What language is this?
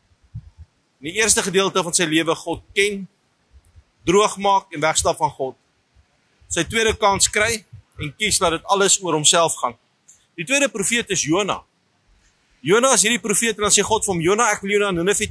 Afrikaans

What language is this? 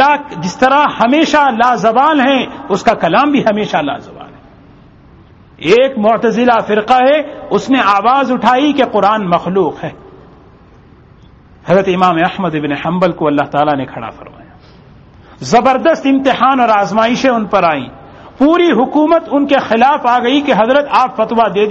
Urdu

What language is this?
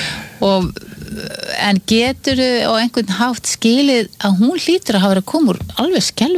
Icelandic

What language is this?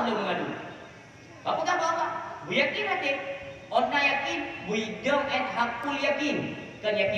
Achinese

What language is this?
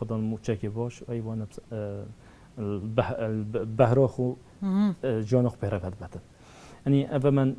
Kurdish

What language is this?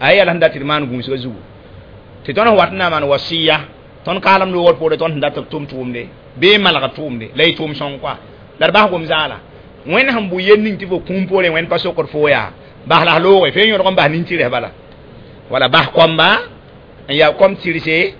Mossi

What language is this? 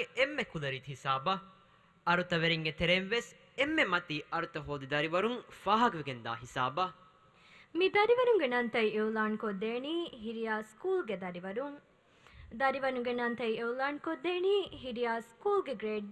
Divehi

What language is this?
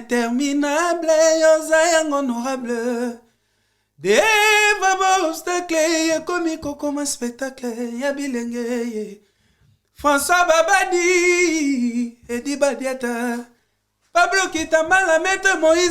Lingala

